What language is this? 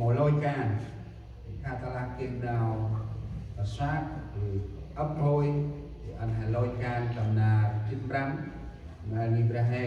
Central Mnong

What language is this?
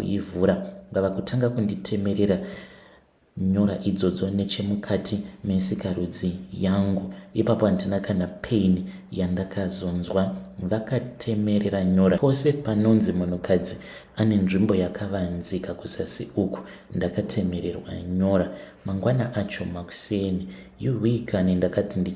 Shona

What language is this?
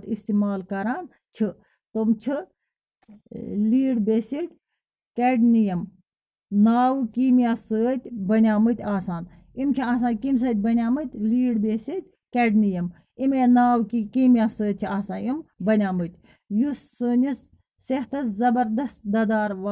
Kashmiri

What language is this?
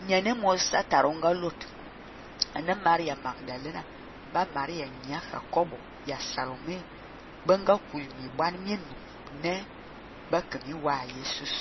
Fang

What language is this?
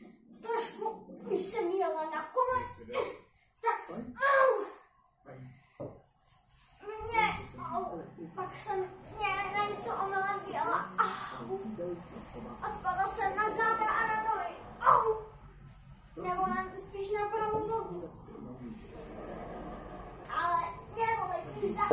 Czech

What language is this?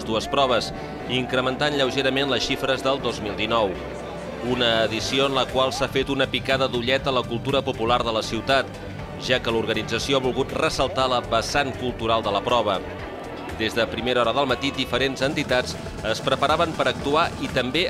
Catalan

